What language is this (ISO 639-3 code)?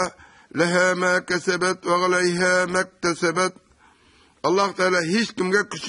tat